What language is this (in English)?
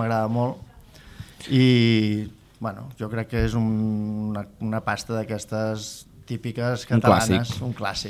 Catalan